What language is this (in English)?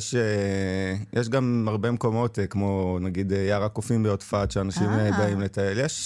Hebrew